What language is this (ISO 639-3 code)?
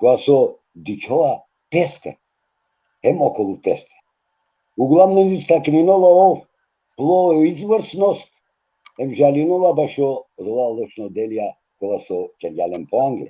rmn